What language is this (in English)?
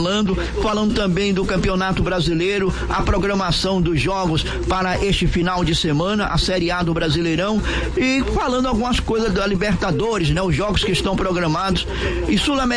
Portuguese